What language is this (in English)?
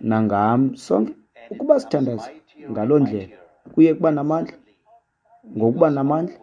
Xhosa